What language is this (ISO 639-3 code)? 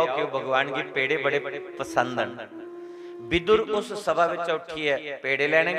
doi